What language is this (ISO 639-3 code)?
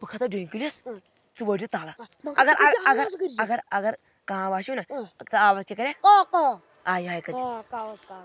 kas